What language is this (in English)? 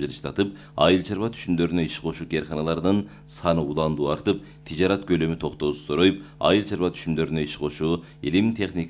Kyrgyz